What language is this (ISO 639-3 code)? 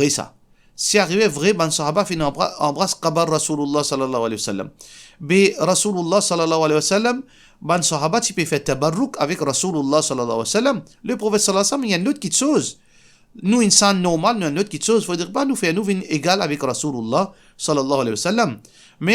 mfe